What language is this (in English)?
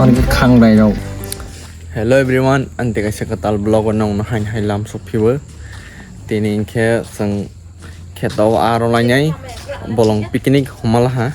Kok Borok